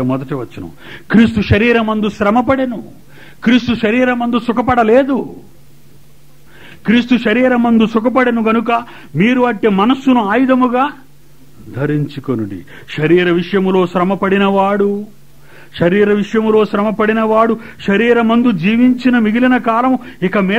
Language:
Telugu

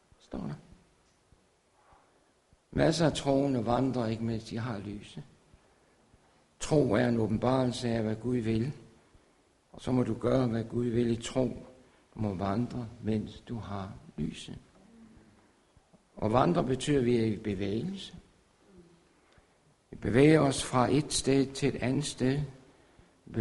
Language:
Danish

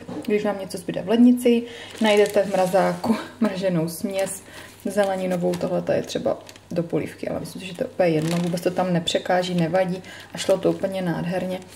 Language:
Czech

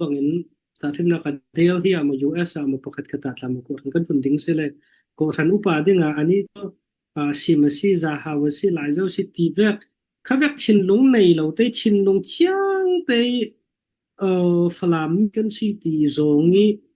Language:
Falam Chin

